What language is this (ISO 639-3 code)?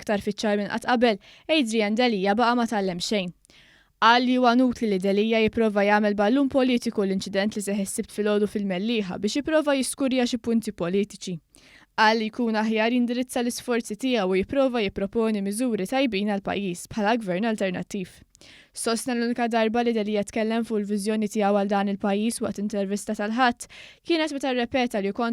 mlt